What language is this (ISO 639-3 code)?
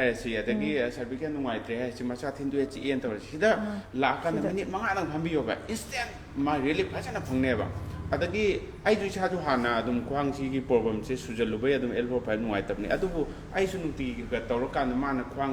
mni